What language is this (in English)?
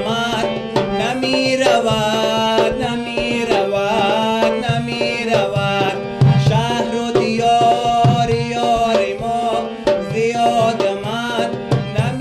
Persian